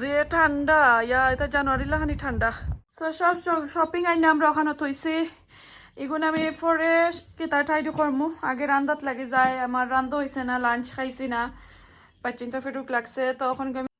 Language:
Sylheti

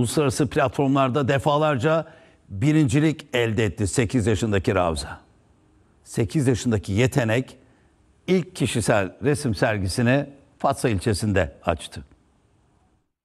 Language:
Turkish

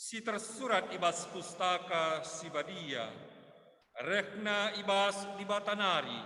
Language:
Batak Karo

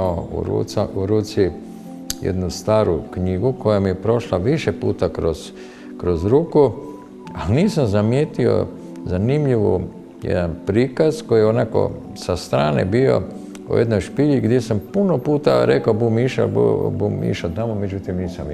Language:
Croatian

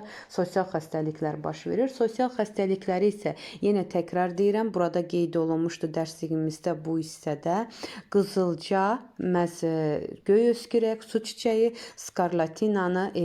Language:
Azerbaijani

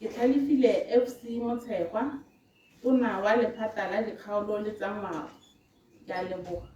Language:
Tswana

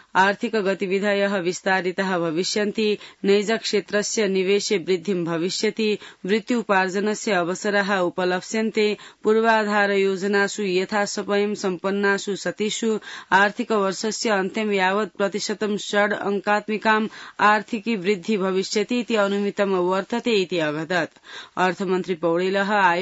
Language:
Sanskrit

